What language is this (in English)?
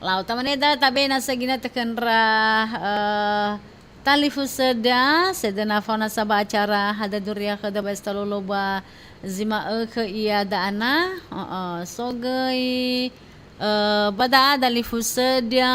Nias